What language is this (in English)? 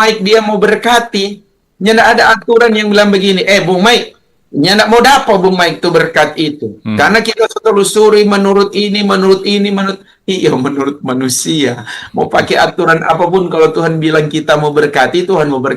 Manado Malay